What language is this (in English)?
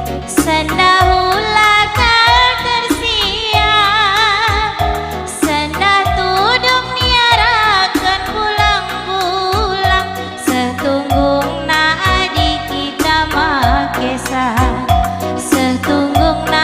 Batak Karo